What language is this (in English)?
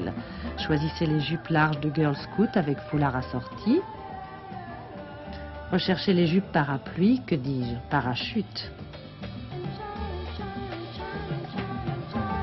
French